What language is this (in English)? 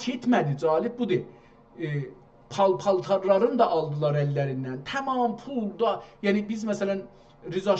South Azerbaijani